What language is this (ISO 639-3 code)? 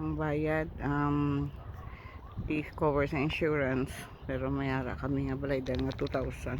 hil